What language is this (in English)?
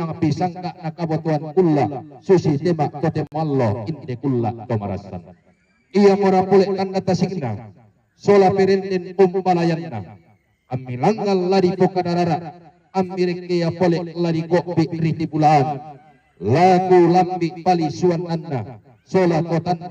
Toraja-Sa'dan